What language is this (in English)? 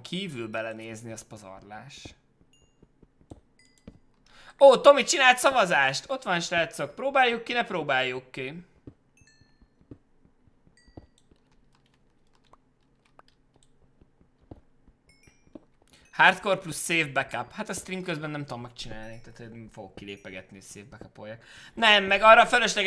Hungarian